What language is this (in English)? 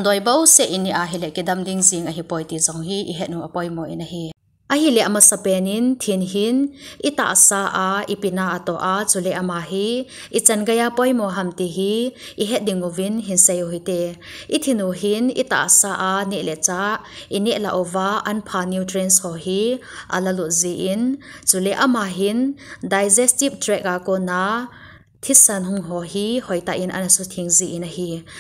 Thado Chin